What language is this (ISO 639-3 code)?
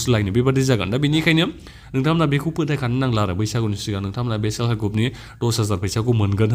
brx